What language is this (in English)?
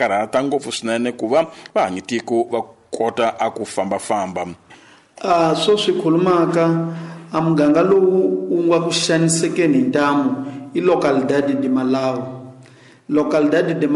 Tsonga